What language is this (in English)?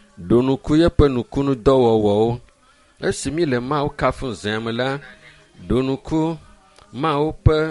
Ewe